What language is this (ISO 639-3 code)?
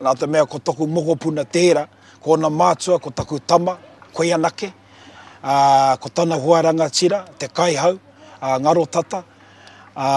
mri